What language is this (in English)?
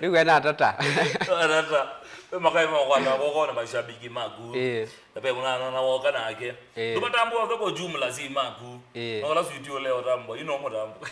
Kamba